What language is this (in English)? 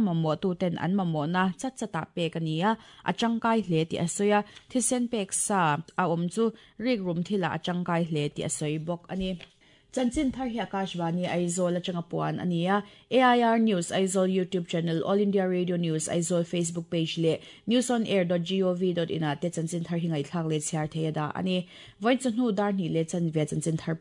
Mizo